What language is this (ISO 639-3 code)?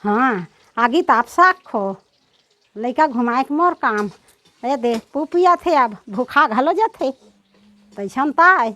hne